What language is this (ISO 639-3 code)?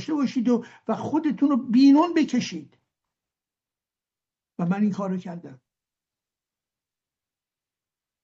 fas